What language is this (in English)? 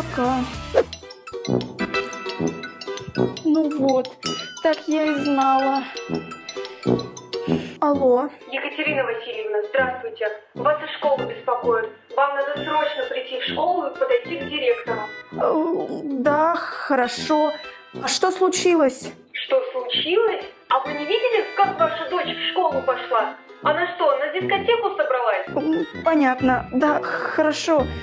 Russian